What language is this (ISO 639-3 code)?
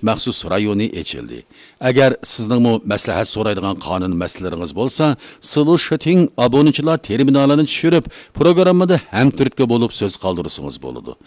uig